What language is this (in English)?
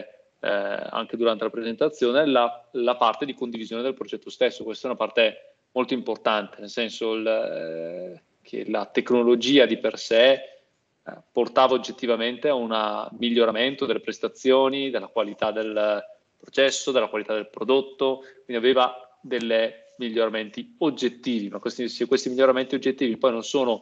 Italian